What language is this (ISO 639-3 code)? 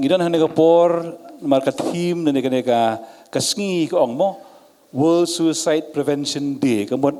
kha